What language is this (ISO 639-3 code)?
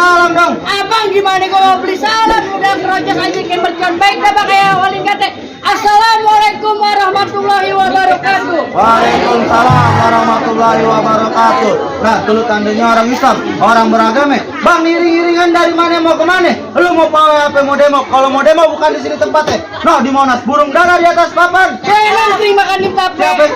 bew